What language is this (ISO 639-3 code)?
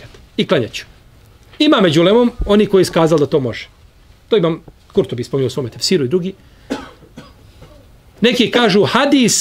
bos